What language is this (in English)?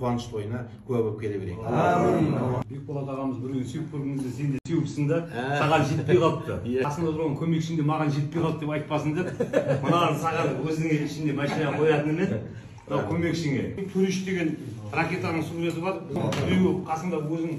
Kazakh